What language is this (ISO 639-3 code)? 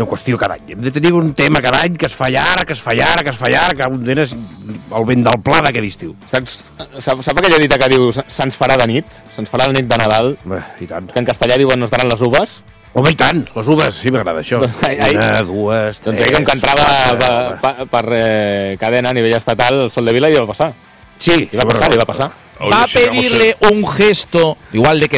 cat